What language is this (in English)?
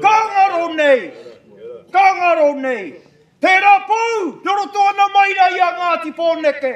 Māori